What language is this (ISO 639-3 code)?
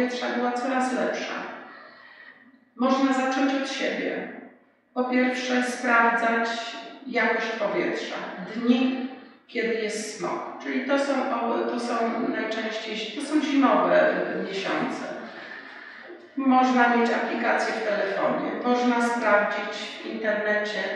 pol